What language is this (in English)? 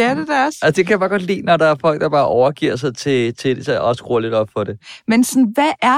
Danish